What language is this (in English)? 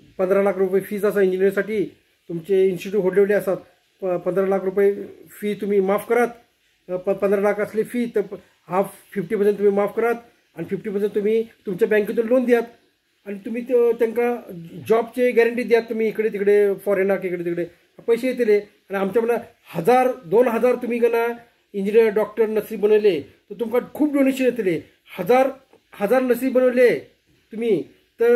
Konkani